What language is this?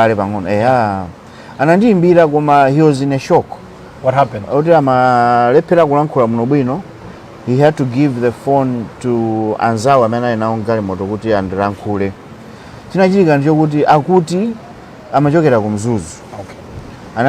Nyanja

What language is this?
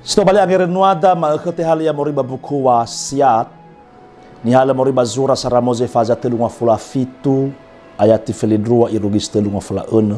Nias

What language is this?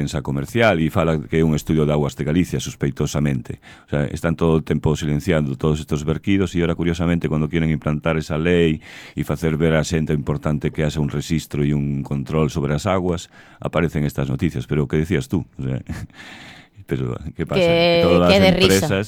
Galician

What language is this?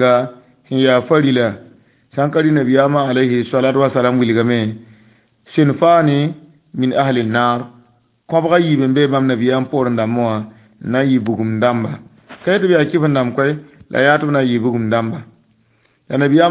Mossi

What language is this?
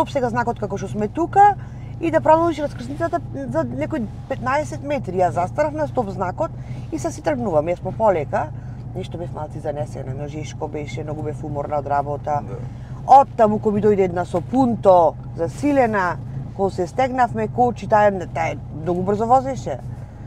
Macedonian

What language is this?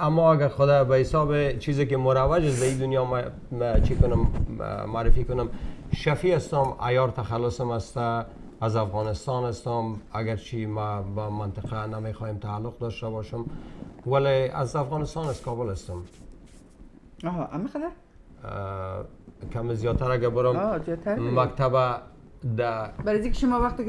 Persian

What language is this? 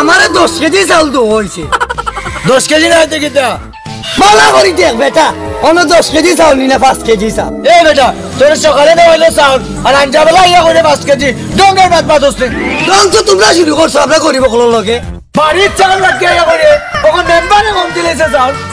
Sylheti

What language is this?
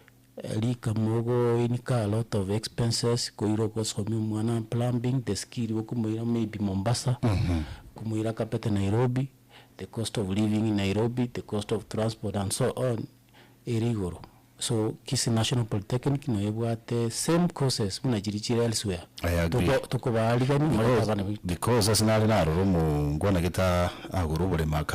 Gusii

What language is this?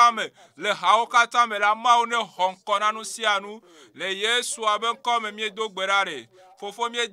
Ewe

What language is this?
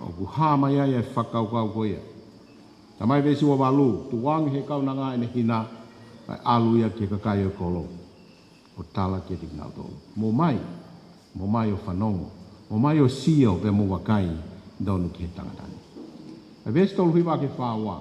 Tongan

